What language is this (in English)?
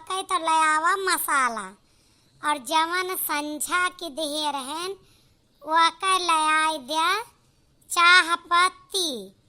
Awadhi